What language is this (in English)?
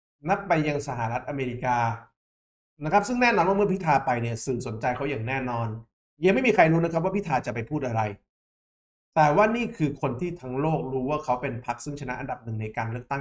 Thai